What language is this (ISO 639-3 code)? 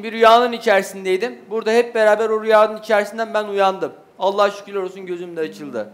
tur